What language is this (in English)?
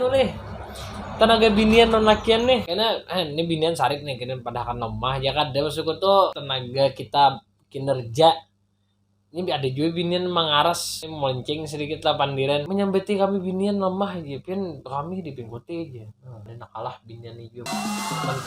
Banjar